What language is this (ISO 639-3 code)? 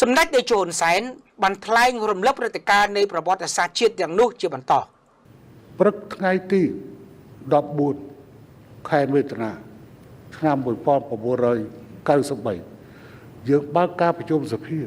khm